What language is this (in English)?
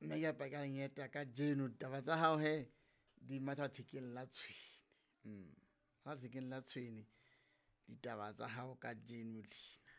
Southern Sotho